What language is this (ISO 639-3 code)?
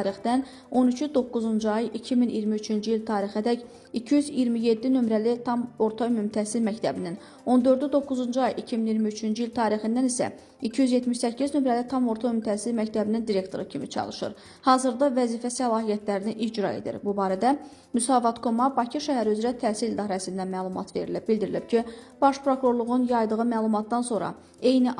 aze